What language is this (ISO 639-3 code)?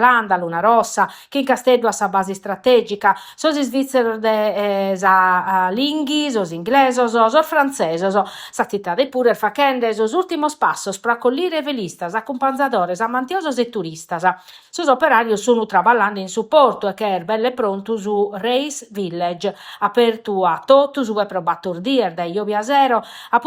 srd